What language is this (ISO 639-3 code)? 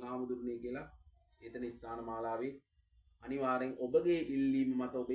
sin